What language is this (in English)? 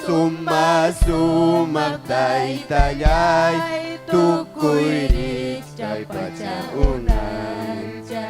Ayacucho Quechua